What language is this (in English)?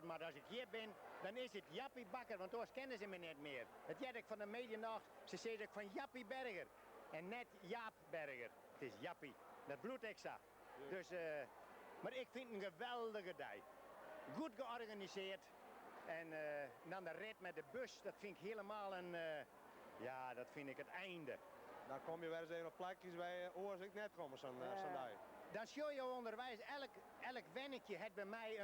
Western Frisian